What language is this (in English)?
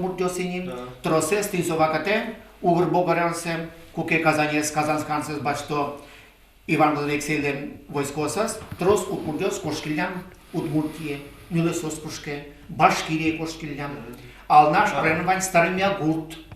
Udmurt